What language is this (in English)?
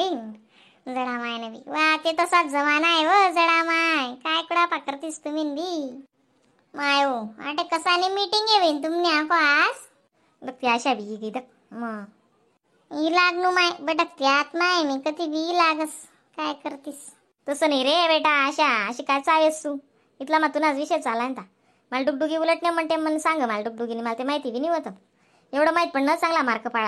Khandesi